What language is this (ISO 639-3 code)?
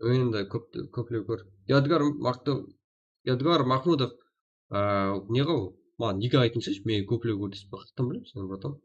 kaa